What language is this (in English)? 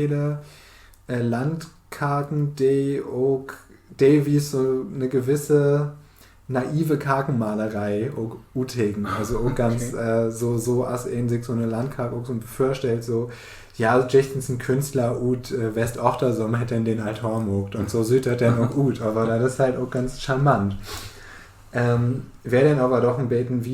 Low German